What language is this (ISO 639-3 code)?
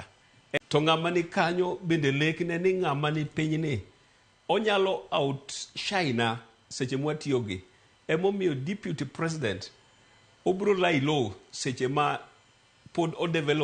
luo